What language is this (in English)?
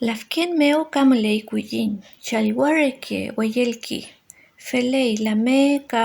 Mapuche